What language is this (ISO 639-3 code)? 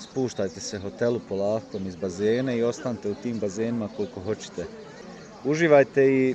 bos